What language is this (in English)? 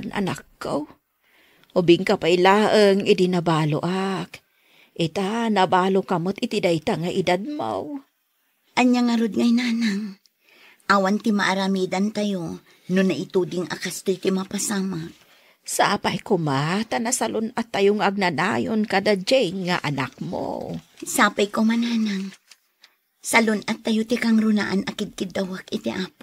Iloko